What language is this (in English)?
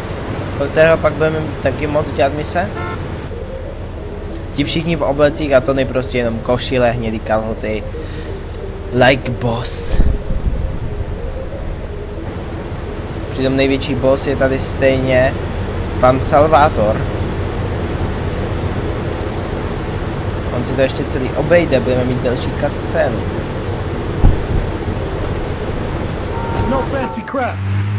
Czech